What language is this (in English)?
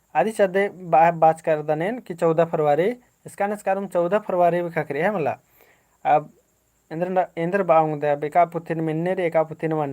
Kurukh